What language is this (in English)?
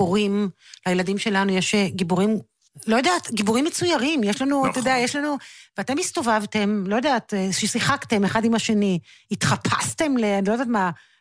Hebrew